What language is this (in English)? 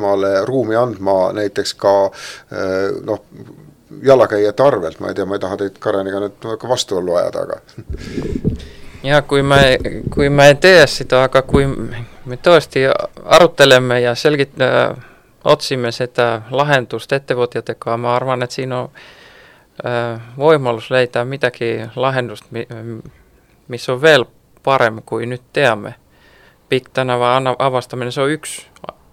Estonian